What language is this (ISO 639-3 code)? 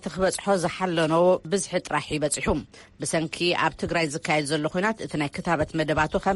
tir